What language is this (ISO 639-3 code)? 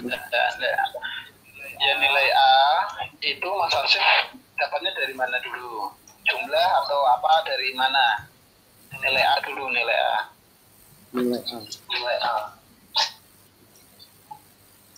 ind